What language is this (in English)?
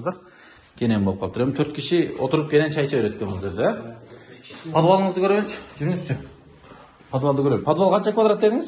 Kyrgyz